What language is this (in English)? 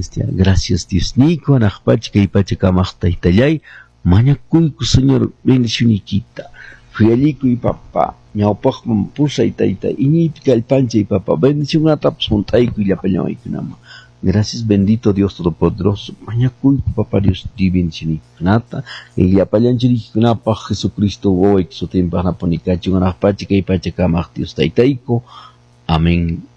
Quechua